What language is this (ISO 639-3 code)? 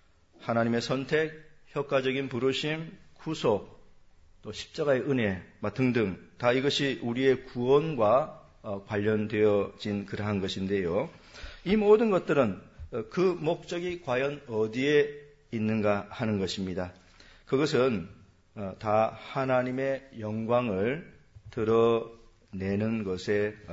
kor